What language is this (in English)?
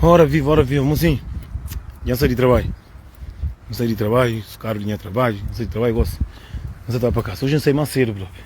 Kabuverdianu